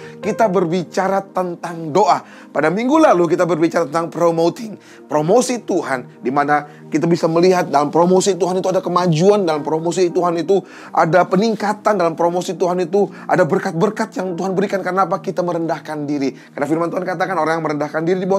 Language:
Indonesian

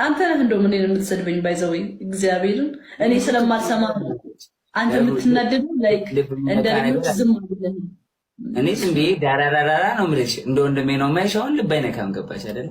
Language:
Amharic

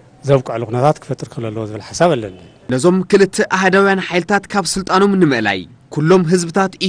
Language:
Tigrinya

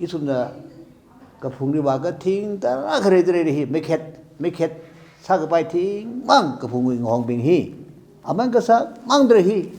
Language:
Tangkhul Naga (India)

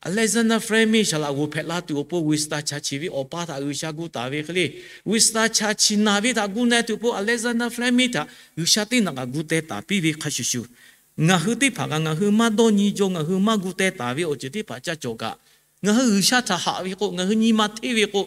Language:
Lahu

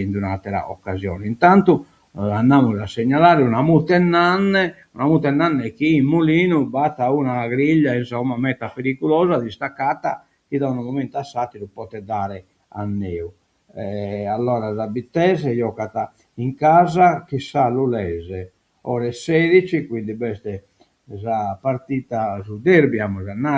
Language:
Sardinian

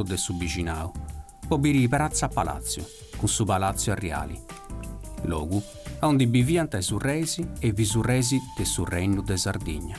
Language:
Sardinian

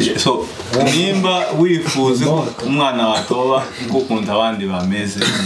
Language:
Kinyarwanda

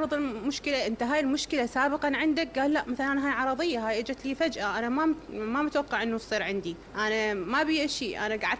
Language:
Mesopotamian Arabic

